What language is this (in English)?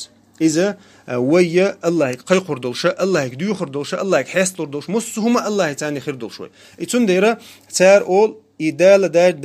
Chechen